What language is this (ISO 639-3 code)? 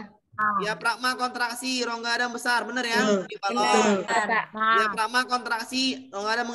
ind